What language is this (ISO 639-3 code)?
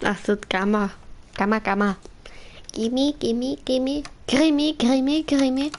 bar